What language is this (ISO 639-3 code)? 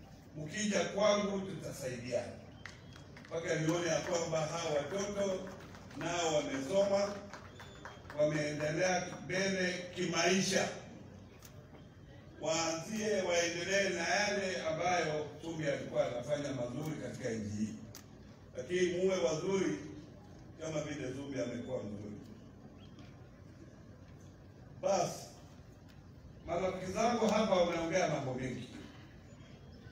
swa